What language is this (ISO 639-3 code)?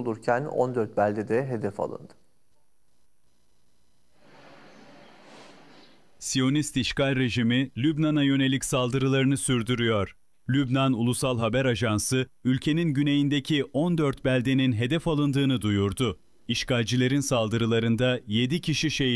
tur